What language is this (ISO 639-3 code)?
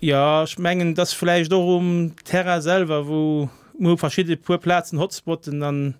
ltz